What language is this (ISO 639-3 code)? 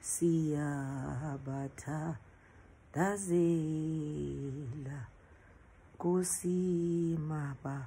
zul